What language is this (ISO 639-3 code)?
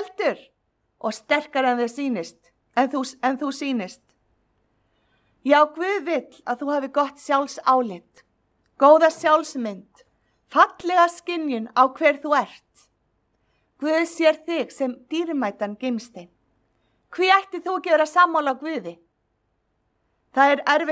isl